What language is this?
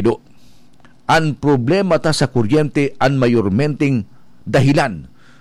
Bikol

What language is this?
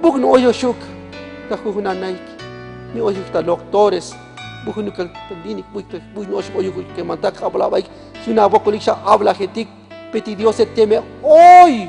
Tzotzil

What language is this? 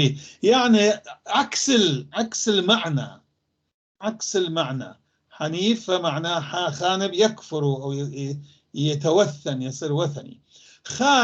North Levantine Arabic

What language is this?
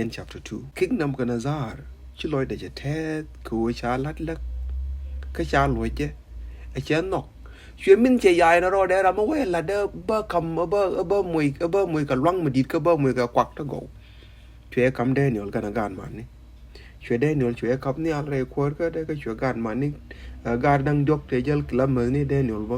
Nuer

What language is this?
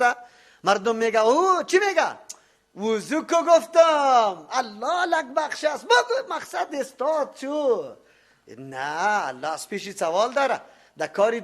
Persian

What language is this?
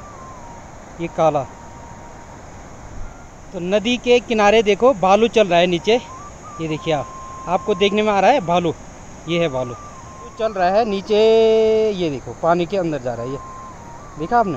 Hindi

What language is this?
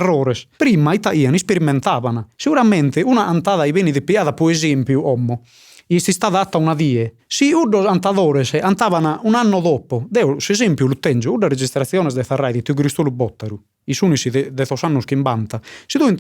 Sardinian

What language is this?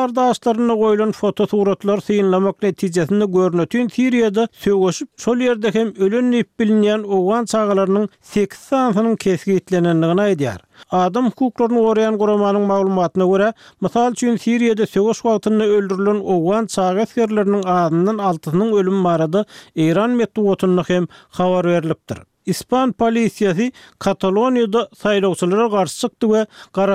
Turkmen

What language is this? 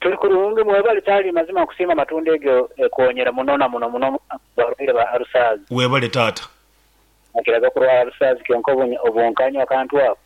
Nyankole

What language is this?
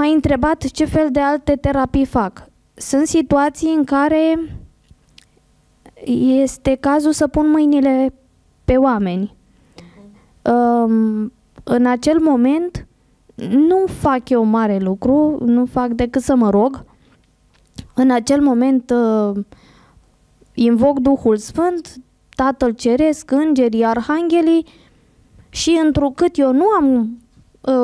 Romanian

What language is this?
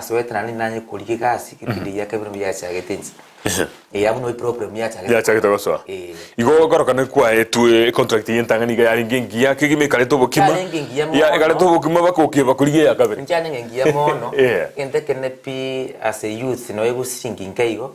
Gusii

